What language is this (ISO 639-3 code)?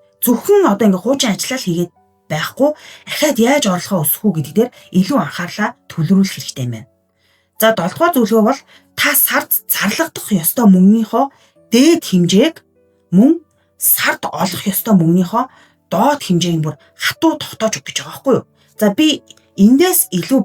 mon